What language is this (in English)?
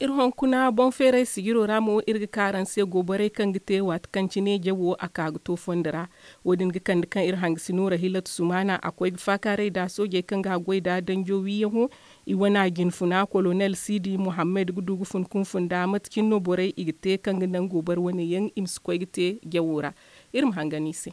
Zarma